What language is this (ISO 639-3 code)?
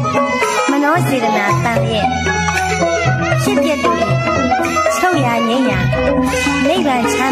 mya